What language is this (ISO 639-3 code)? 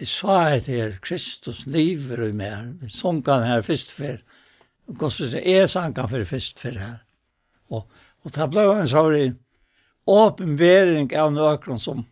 fao